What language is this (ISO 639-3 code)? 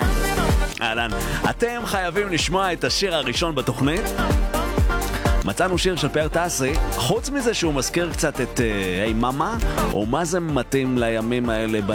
heb